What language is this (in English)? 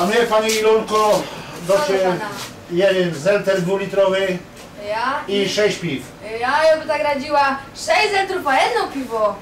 Silesian